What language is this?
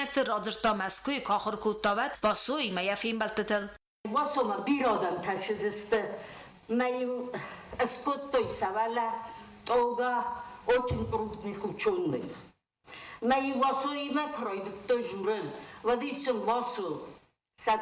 Ossetic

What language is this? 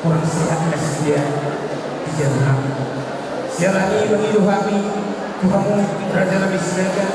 Batak Toba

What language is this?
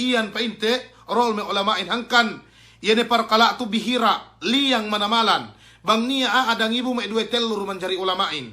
Yakan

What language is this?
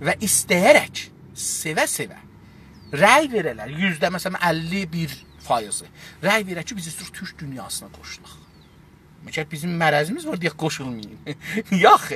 South Azerbaijani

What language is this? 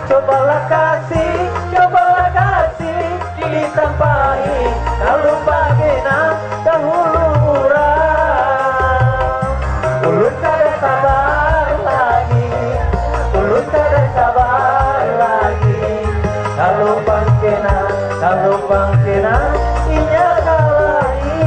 Banjar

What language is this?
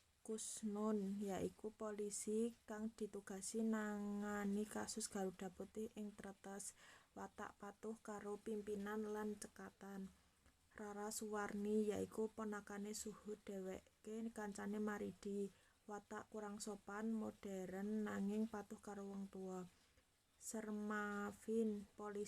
Javanese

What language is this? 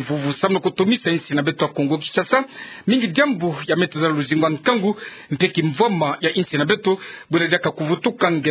Kituba (Democratic Republic of Congo)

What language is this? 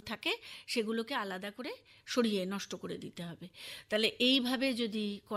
Bangla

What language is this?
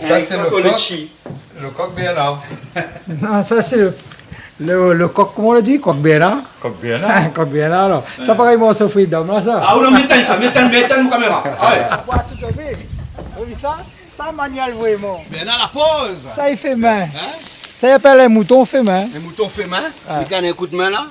Réunion Creole French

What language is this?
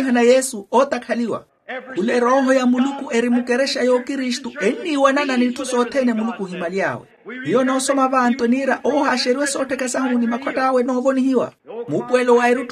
Makhuwa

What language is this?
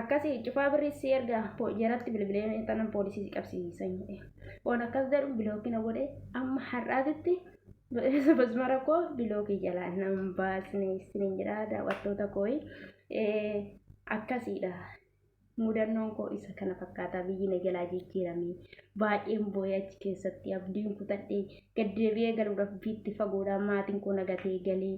Oromo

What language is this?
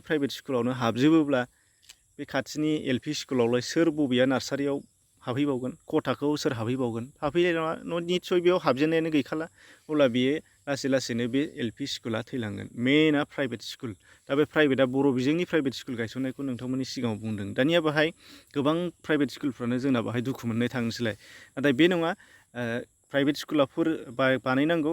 Bodo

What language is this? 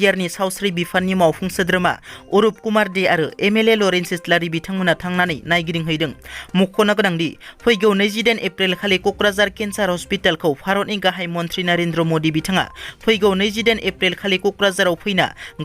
Bodo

